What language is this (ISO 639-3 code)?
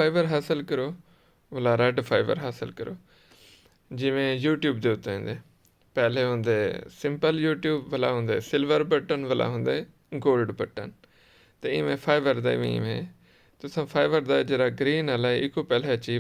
skr